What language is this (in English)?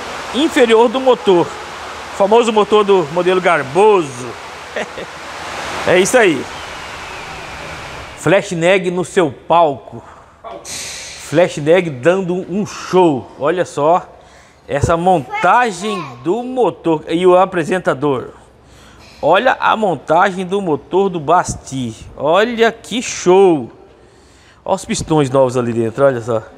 Portuguese